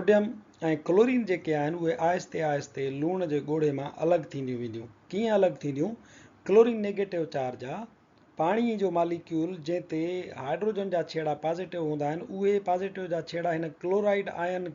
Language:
Sindhi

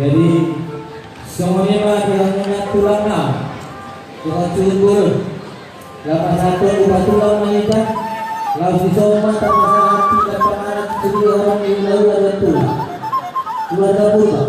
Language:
Batak Toba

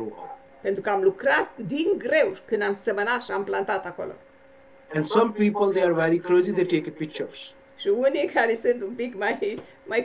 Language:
Romanian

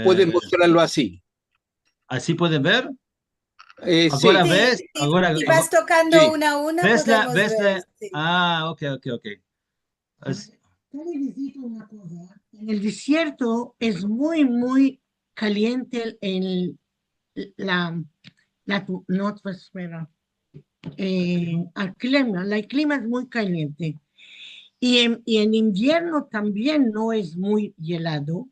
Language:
Ladino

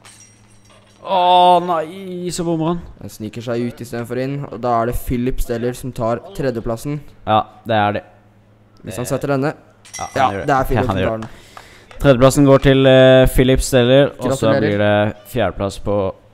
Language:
Norwegian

